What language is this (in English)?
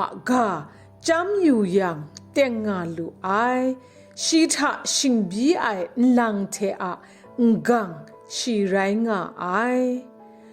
Kachin